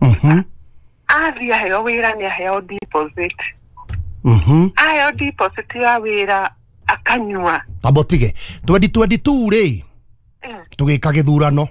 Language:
Kikuyu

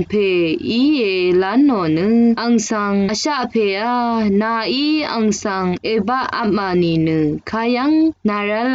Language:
Rawang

